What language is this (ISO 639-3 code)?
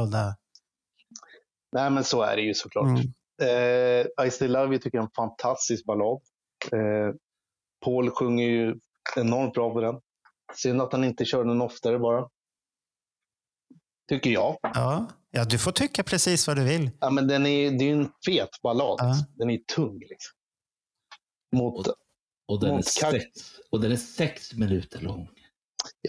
swe